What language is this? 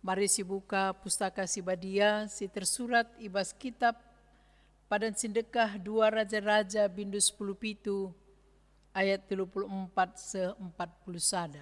Batak Karo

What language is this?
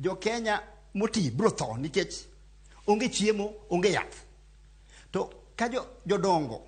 Luo (Kenya and Tanzania)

